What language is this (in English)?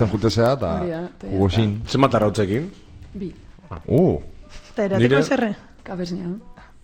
Basque